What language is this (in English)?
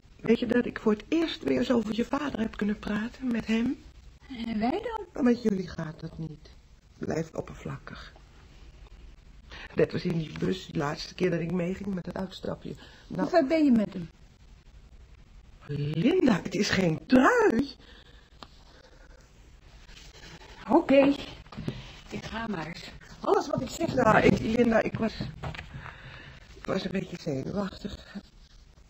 Dutch